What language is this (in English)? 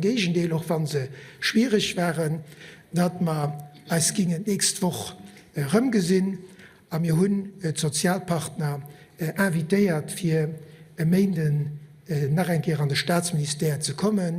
Luxembourgish